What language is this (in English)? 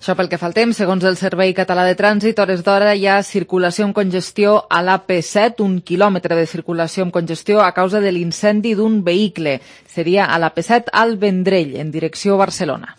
Catalan